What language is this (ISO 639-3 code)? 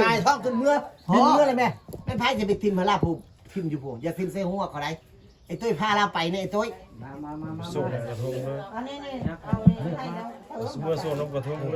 tts